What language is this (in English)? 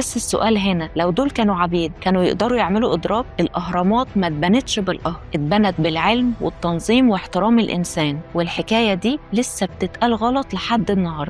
Egyptian Arabic